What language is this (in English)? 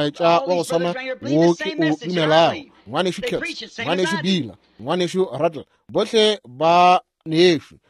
Northern Sotho